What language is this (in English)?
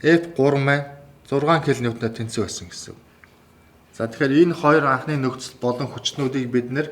Mongolian